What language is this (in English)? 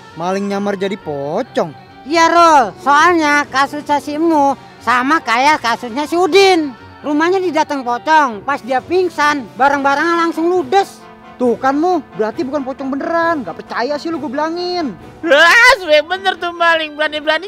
Betawi